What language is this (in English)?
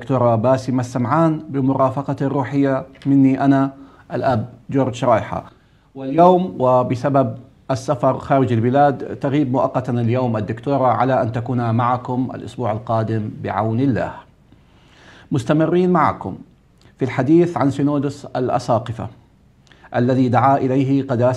Arabic